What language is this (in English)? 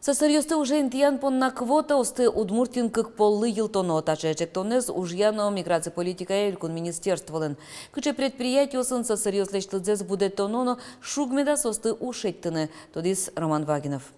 Udmurt